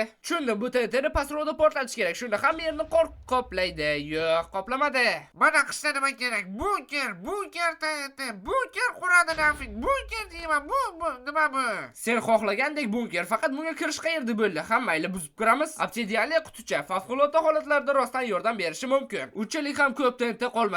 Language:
Uzbek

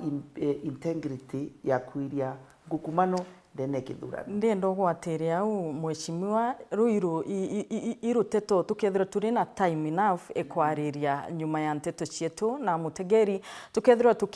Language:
Meru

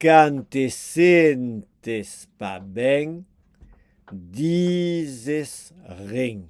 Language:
Occitan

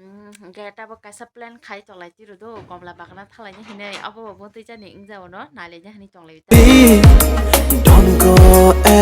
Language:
Kok Borok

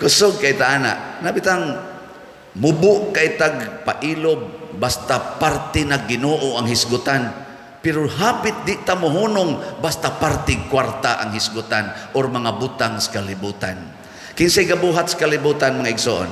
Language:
Cebuano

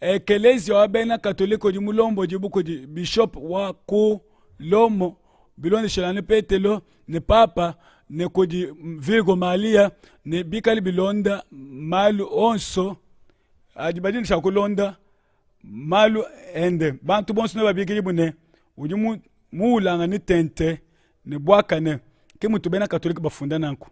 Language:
Luba-Lulua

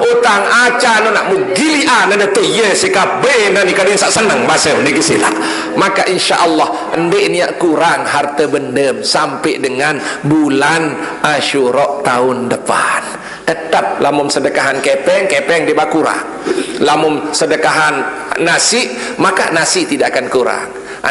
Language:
Sasak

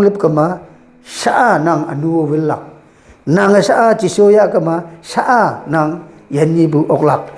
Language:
Konyak Naga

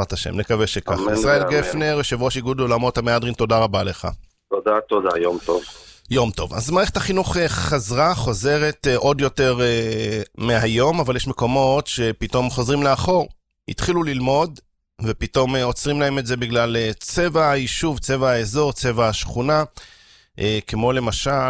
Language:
Hebrew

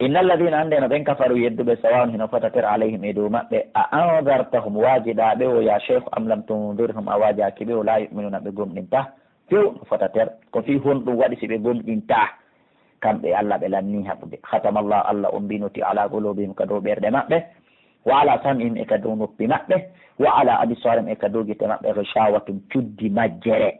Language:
Pular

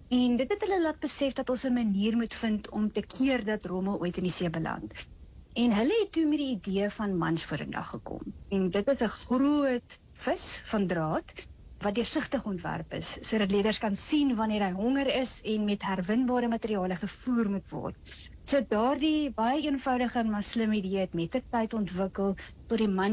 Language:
Afrikaans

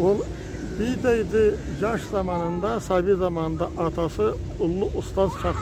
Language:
Karachay-Balkar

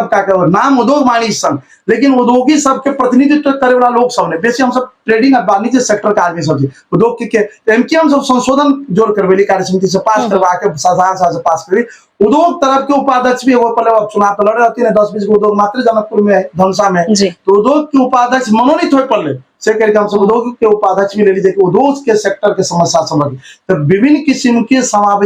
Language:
Maithili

